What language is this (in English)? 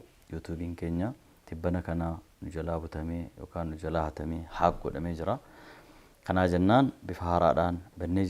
Oromo